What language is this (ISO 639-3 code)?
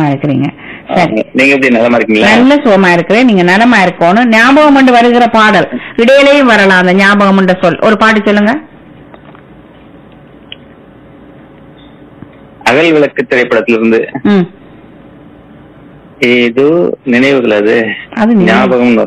tam